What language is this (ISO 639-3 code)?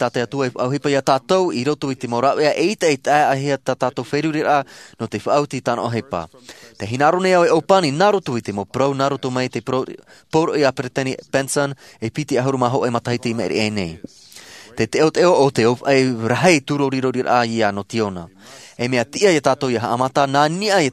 tah